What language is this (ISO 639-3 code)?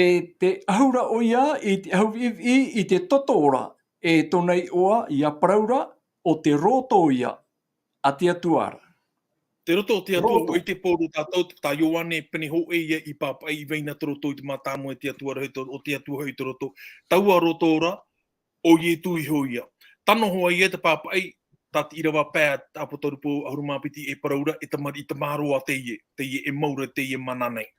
tah